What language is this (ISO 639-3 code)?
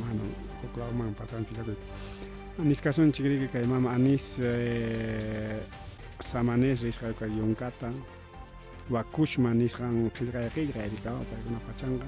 quy